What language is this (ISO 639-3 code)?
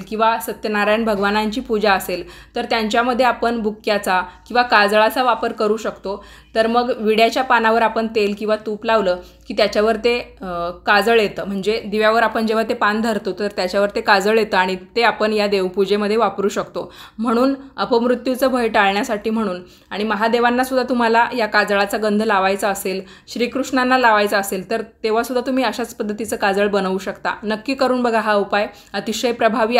mar